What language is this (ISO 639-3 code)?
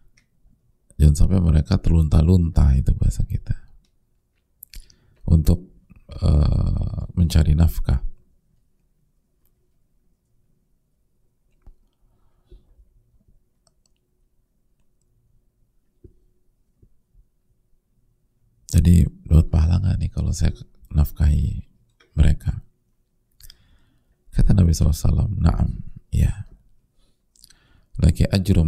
ind